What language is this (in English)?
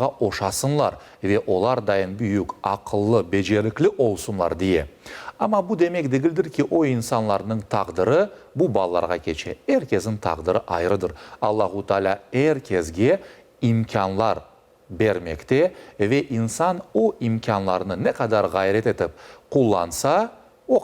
Crimean Tatar